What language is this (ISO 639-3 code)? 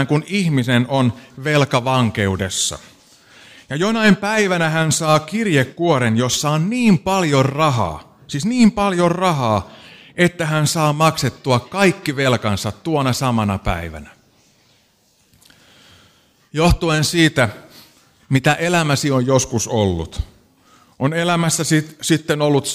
fin